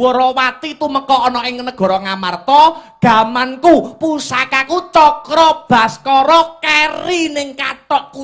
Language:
Javanese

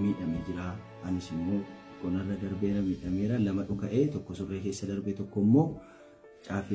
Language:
Oromo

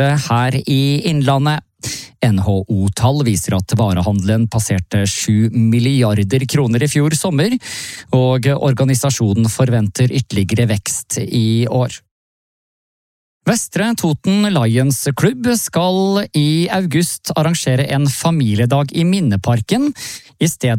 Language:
Norwegian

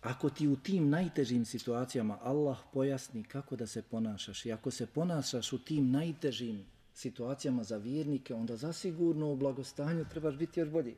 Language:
Bosnian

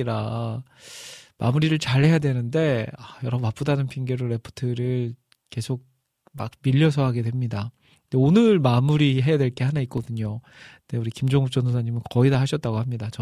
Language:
Korean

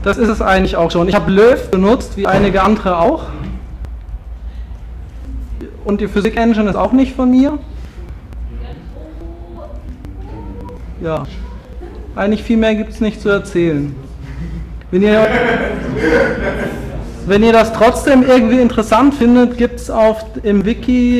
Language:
German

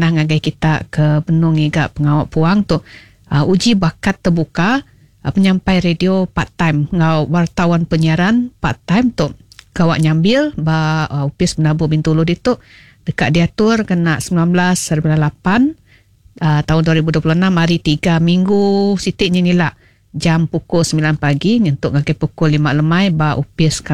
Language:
Iban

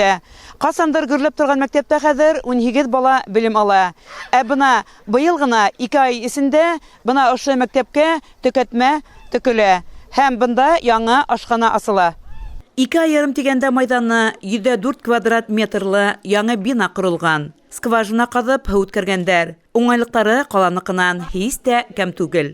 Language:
Bashkir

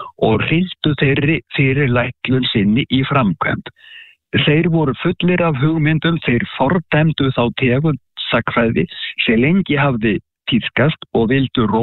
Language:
Icelandic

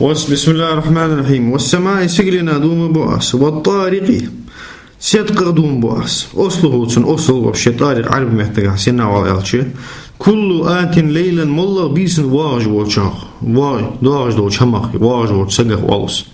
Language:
Ingush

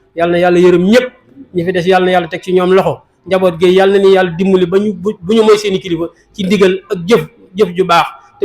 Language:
Wolof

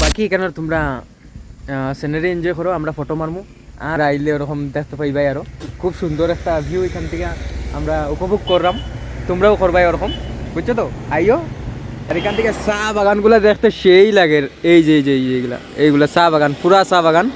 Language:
Sylheti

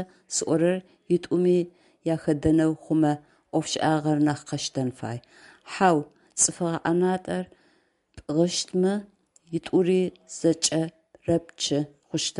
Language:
Adyghe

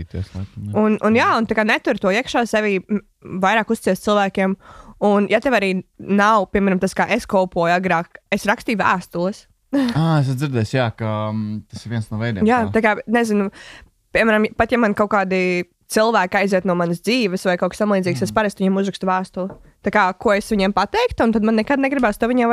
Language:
Latvian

